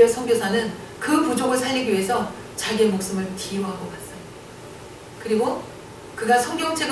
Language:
Korean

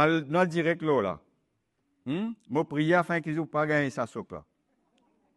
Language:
Morisyen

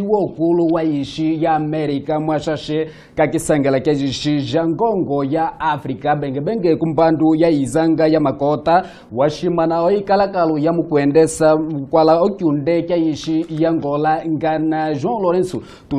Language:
Kimbundu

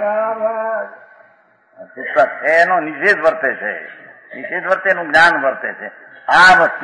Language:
Gujarati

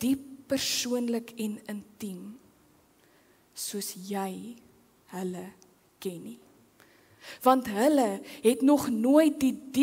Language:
Afrikaans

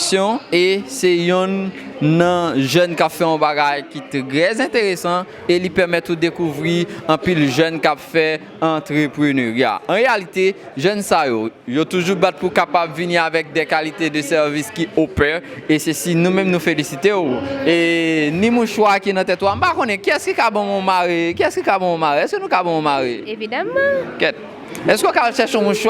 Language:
Haitian Creole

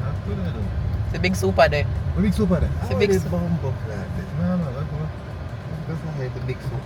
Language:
Jamaican Creole English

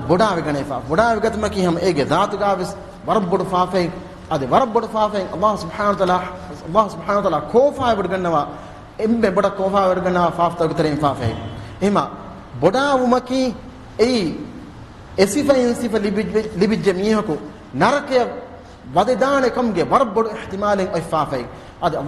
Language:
Divehi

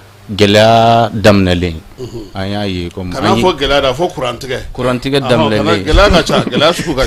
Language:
Bambara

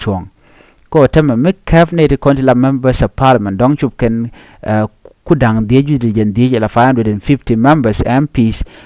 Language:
Nuer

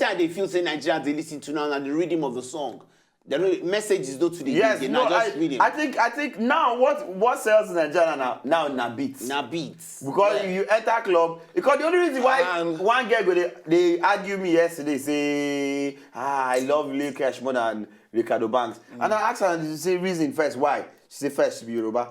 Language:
Nigerian Pidgin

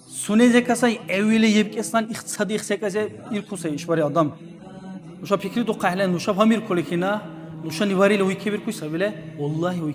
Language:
Dargwa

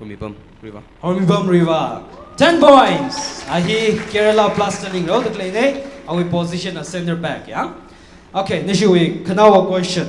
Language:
Tangkhul Naga (India)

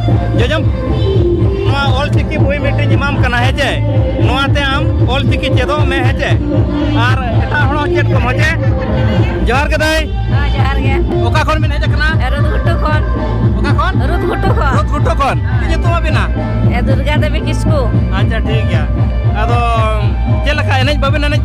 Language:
Santali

